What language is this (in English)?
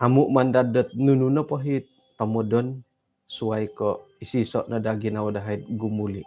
Central Dusun